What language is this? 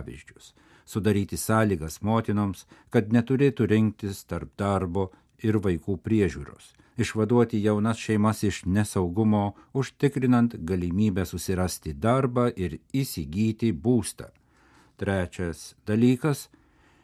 Lithuanian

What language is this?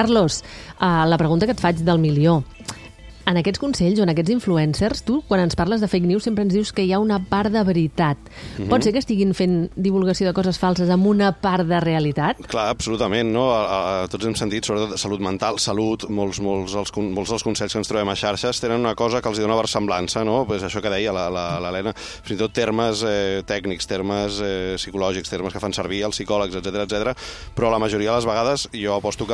Catalan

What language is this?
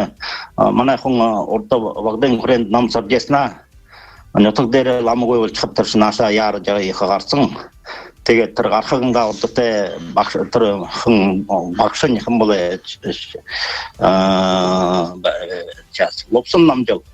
Buriat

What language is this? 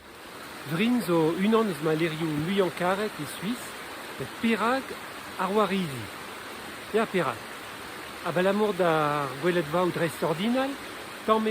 Breton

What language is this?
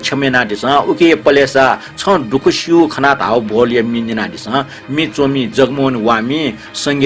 Newari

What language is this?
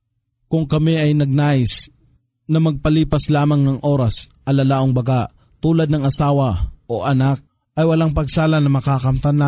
Filipino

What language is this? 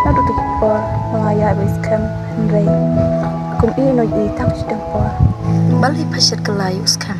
Khasi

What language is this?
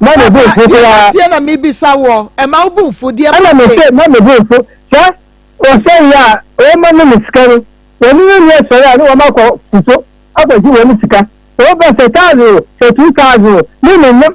Akan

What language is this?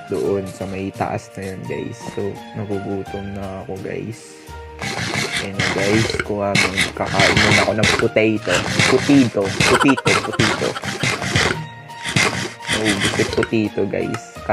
Filipino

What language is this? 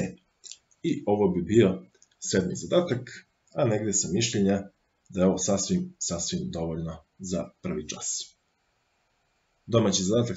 Serbian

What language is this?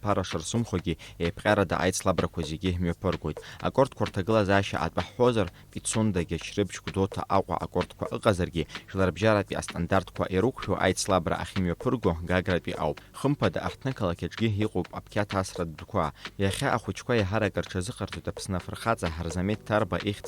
Abkhazian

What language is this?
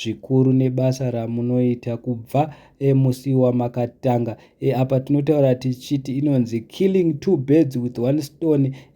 Shona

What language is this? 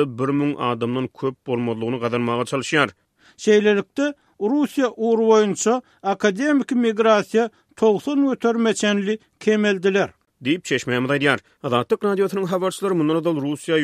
Turkmen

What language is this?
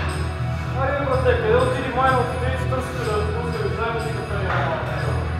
Bulgarian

